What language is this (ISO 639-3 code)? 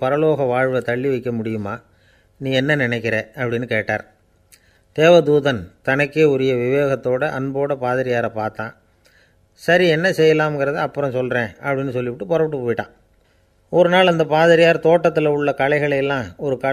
tam